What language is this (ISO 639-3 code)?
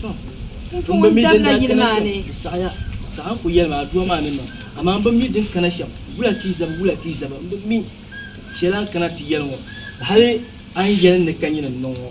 dag